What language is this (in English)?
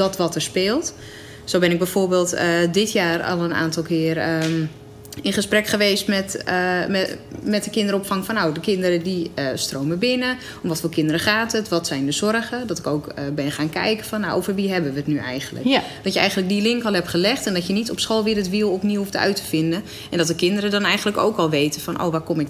Dutch